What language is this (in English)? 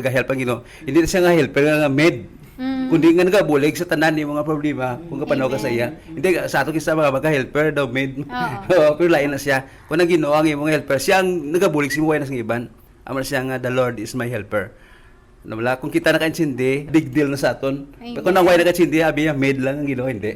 Hiligaynon